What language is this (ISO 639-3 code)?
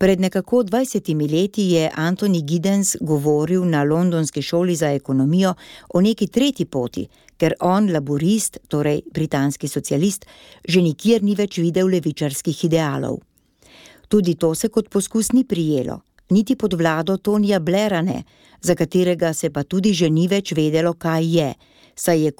slv